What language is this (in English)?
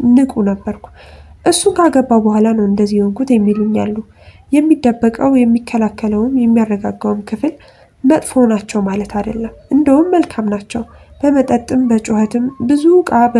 Amharic